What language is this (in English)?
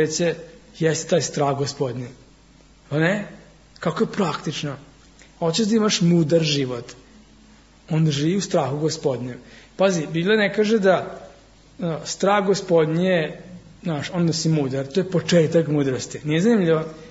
Serbian